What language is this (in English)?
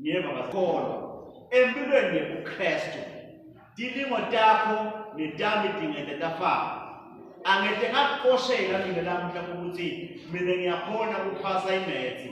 Swati